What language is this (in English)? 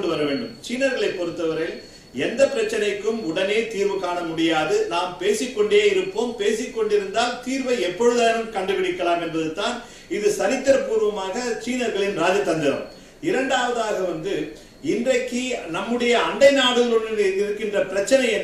Tamil